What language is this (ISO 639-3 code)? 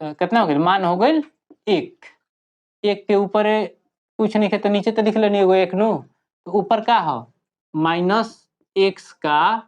bho